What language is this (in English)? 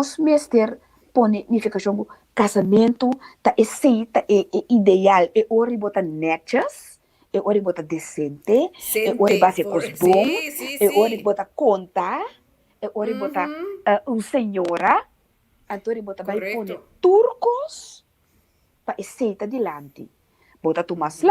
Papiamento